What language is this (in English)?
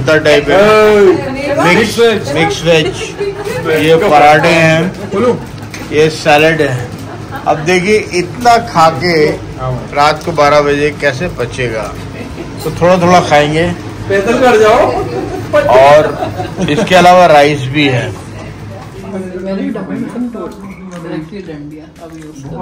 Hindi